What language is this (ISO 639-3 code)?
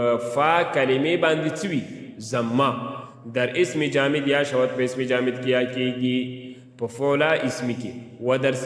pus